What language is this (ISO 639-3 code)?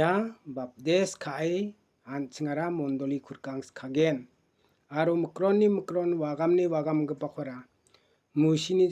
grt